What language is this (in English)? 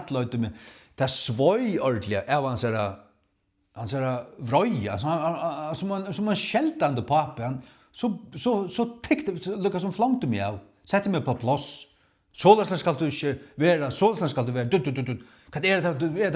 Faroese